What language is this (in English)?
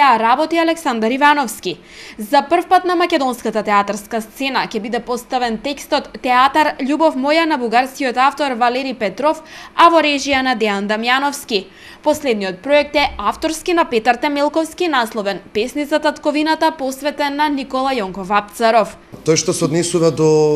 Macedonian